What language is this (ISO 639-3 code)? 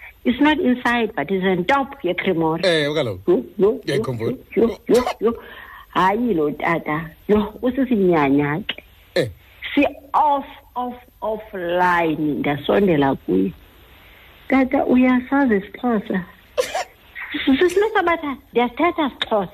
xho